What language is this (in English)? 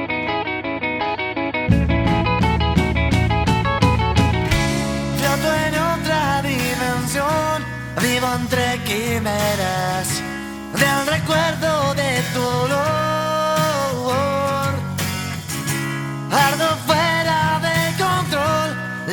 Spanish